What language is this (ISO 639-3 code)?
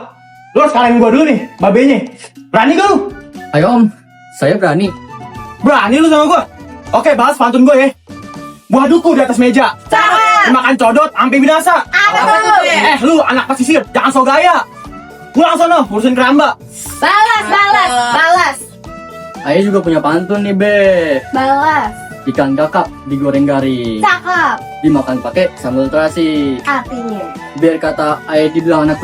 bew